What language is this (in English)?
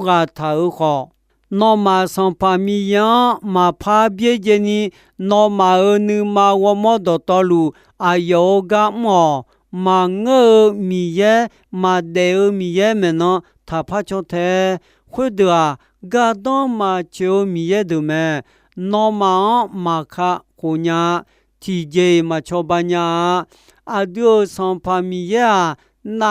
Akha